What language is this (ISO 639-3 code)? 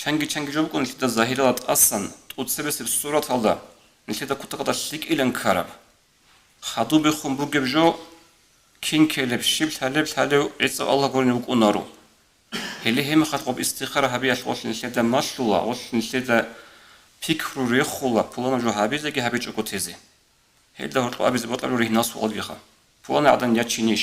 ava